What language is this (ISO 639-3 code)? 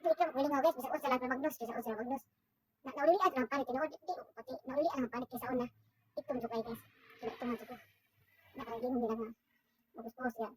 ceb